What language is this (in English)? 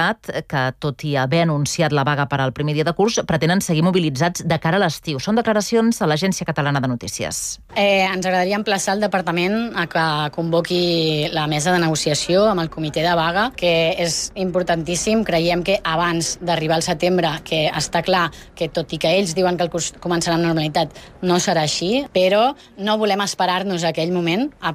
Catalan